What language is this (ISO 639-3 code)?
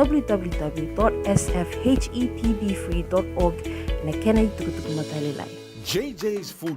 fij